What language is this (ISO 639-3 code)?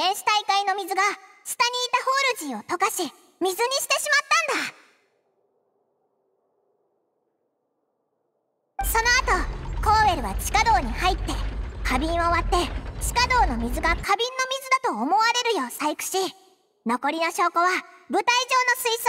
jpn